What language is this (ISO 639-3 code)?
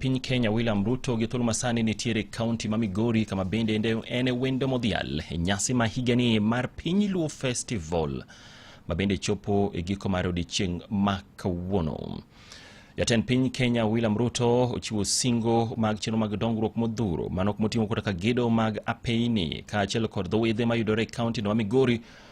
luo